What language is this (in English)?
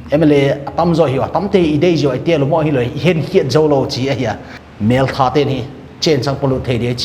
Paite Chin